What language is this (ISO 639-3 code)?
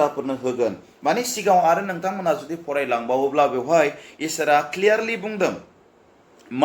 brx